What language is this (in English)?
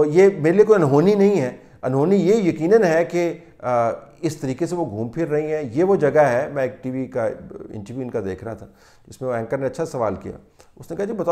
Urdu